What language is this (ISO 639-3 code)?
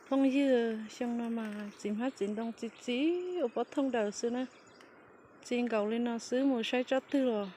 hmn